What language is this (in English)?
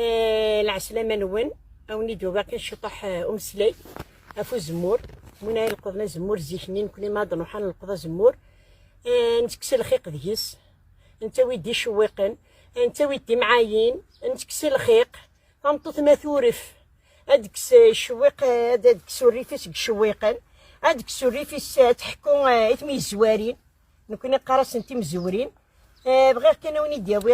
Kabyle